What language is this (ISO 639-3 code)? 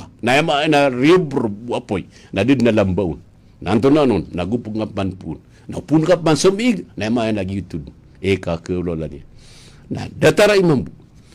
mrw